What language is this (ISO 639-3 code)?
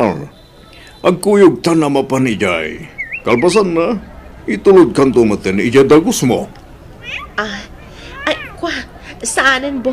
ilo